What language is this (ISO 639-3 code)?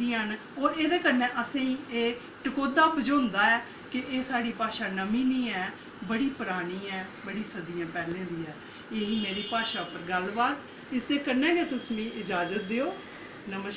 doi